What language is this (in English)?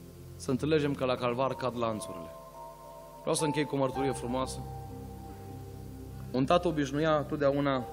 Romanian